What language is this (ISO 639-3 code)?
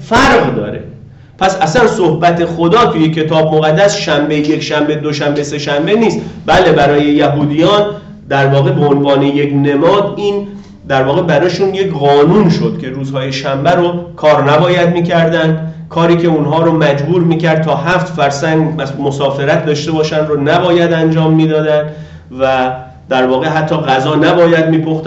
fas